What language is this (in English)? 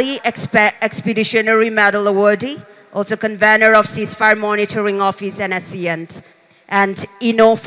Tangkhul Naga (India)